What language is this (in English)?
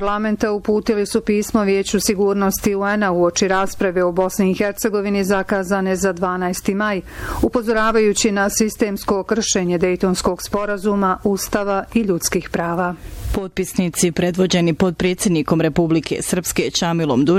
Bosnian